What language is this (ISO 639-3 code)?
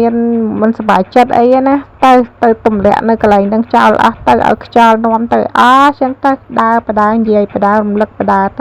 khm